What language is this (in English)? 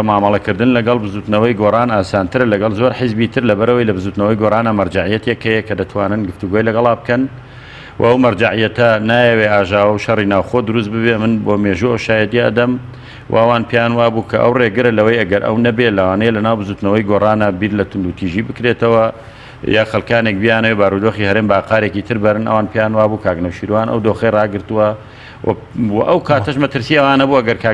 Central Kurdish